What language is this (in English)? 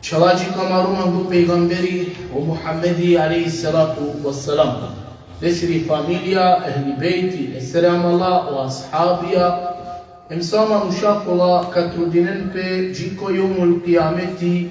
Balkan Romani